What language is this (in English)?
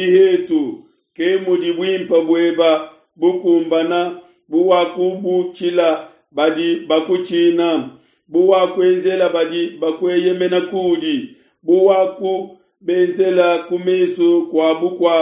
Luba-Lulua